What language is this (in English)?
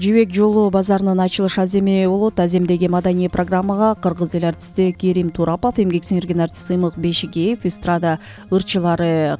Kyrgyz